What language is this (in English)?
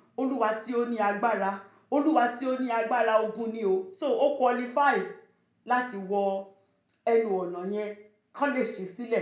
Yoruba